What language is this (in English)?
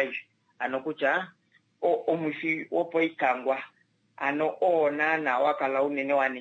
Kuanyama